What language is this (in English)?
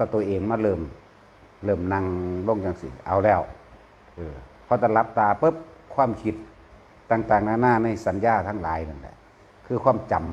Northeastern Thai